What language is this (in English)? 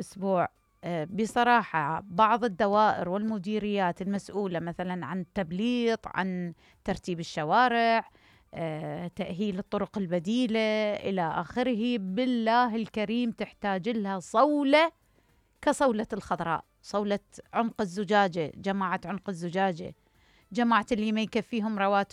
Mesopotamian Arabic